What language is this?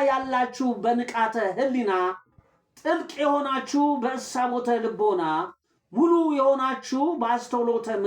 Amharic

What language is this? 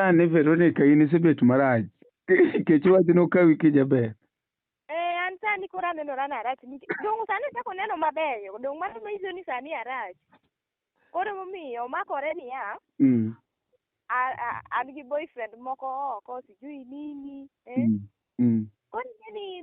Luo (Kenya and Tanzania)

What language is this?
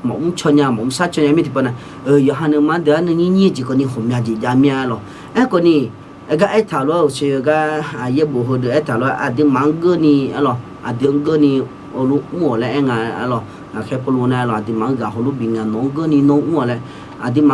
Akha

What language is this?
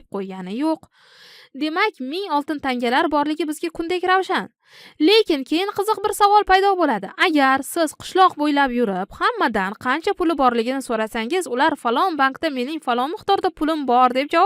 Uzbek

